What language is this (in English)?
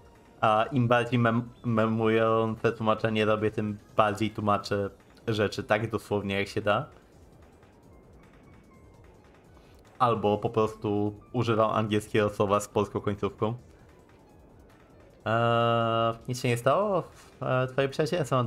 Polish